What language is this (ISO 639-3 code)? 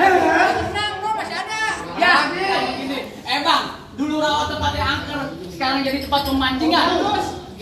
bew